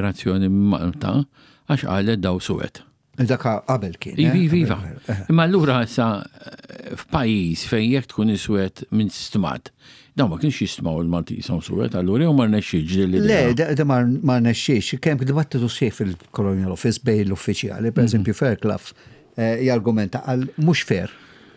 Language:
Maltese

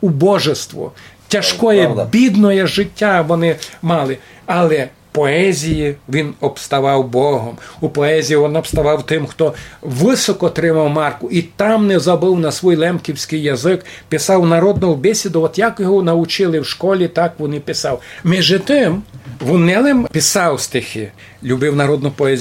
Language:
Rusyn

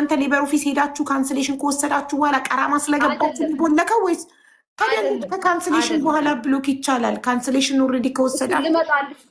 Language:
Amharic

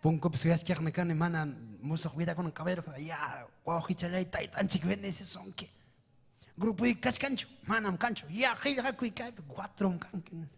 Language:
Ayacucho Quechua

